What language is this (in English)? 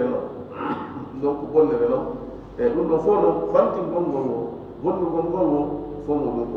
Fula